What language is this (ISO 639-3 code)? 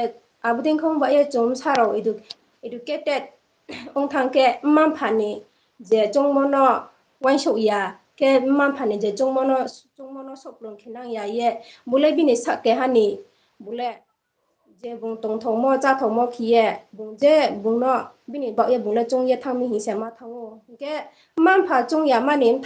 ria